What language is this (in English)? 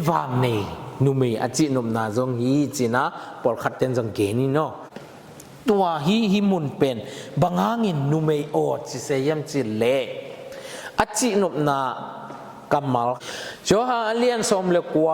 Tedim Chin